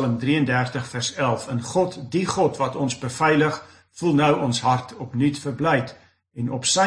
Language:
Afrikaans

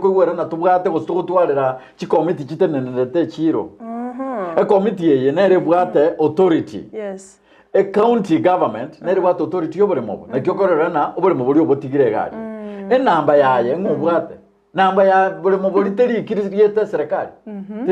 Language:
Gusii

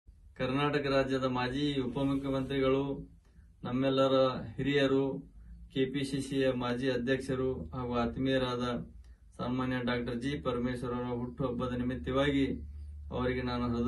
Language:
Kannada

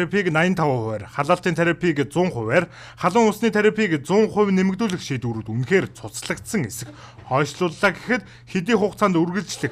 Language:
Mongolian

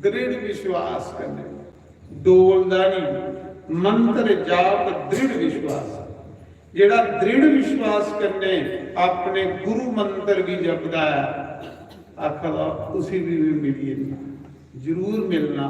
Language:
Dogri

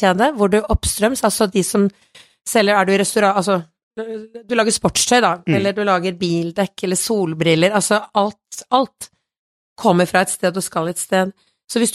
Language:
Norwegian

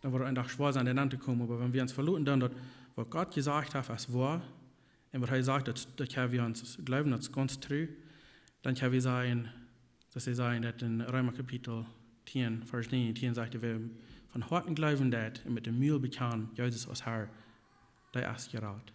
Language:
Plautdietsch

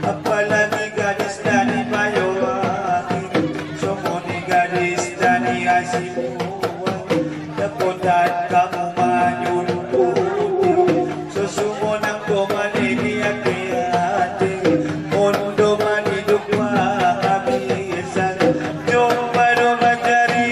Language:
Batak Angkola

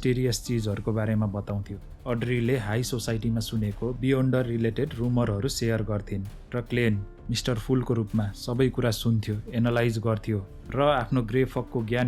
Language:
Nepali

